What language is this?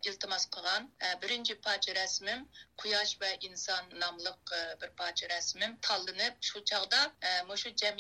Uyghur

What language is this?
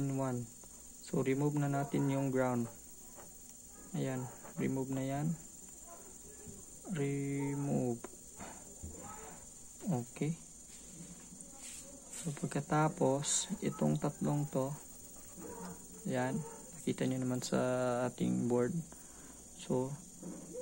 Filipino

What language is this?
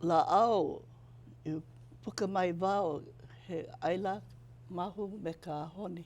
Hawaiian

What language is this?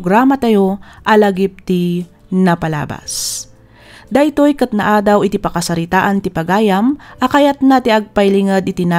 Iloko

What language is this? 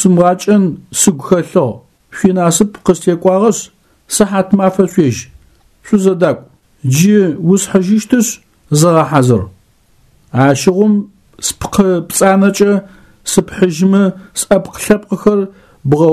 Adyghe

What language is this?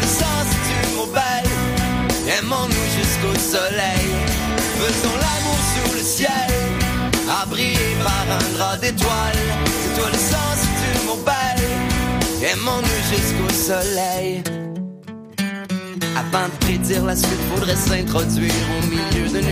French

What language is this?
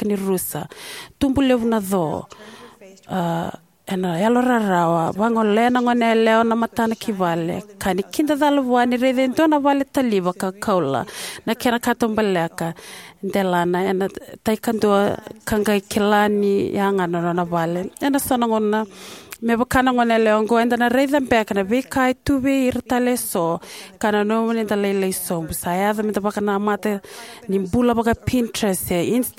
Fijian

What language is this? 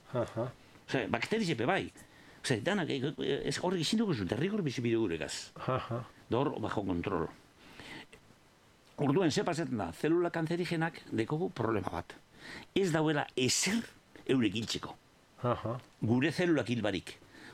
Basque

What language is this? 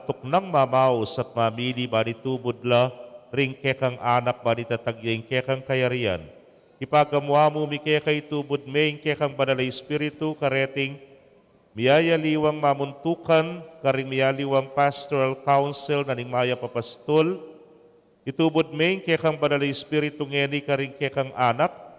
Pampanga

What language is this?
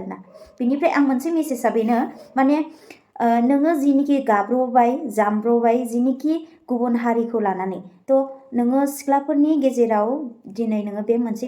Bodo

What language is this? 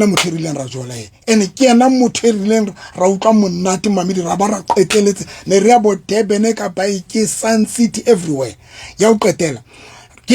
Southern Sotho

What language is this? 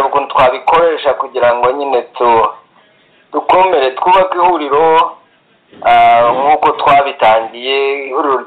Kinyarwanda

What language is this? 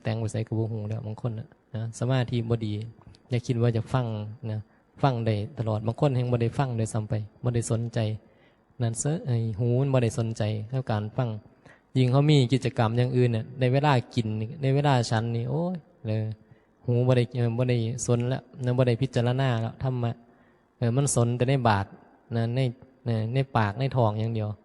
Northeastern Thai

